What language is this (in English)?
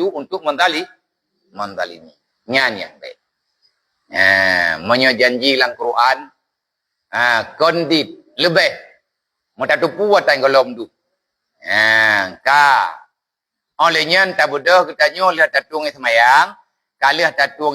Achinese